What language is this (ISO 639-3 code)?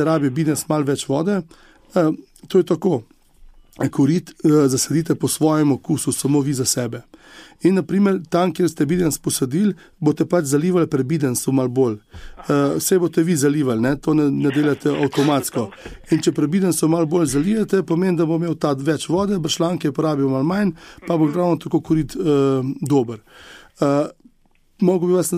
slv